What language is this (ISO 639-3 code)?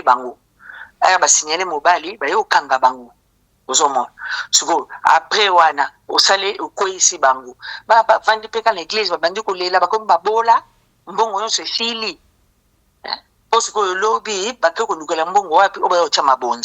lin